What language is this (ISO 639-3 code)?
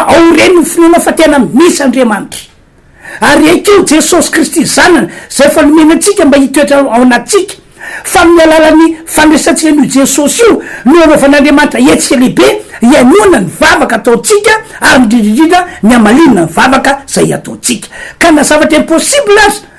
mlg